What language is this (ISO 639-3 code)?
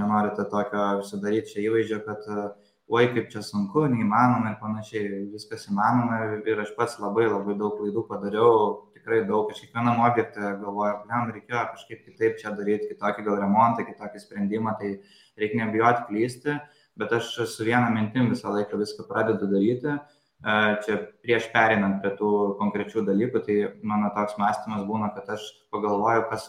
lit